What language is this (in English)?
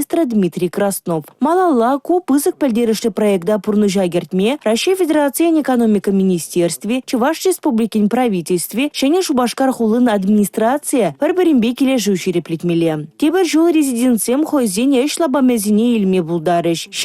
Chuvash